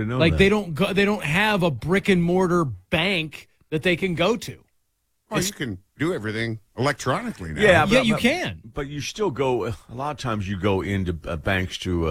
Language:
English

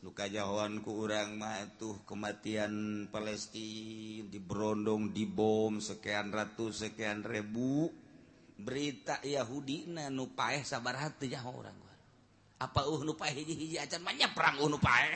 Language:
Sundanese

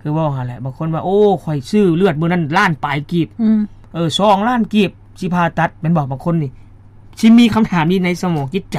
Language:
Lao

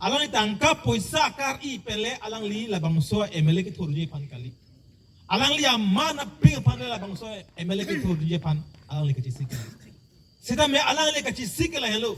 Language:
Karbi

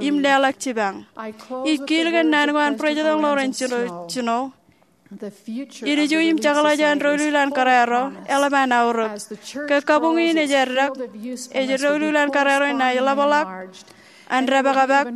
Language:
Marshallese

